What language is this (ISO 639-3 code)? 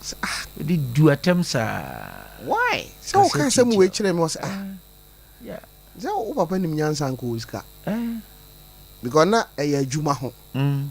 aka